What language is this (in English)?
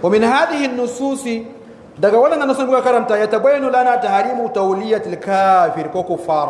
Hausa